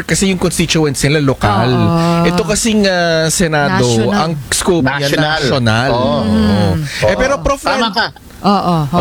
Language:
Filipino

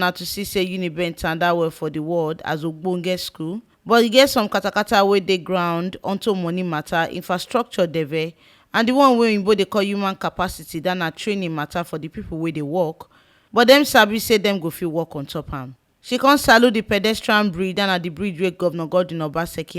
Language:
Nigerian Pidgin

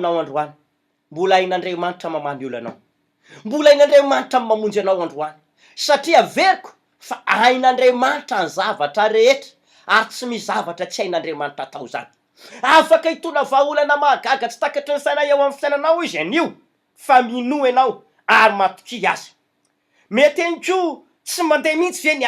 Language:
Malagasy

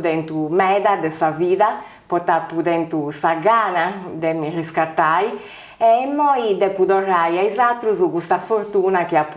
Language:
Sardinian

